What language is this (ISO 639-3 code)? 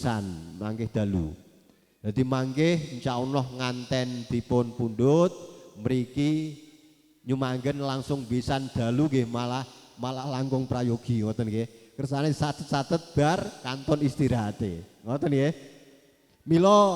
jav